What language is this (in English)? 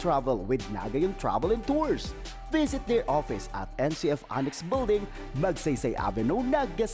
Bikol